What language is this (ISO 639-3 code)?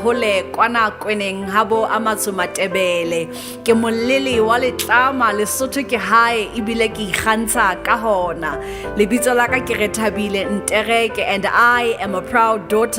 sot